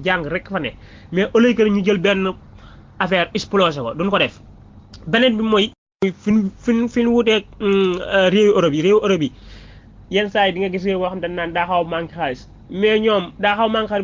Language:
Wolof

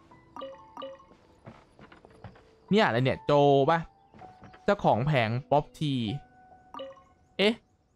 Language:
Thai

